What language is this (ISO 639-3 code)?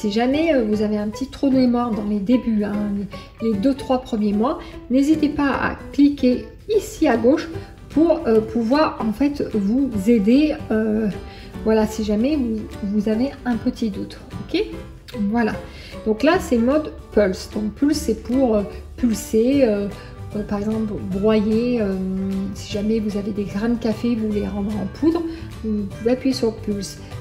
fra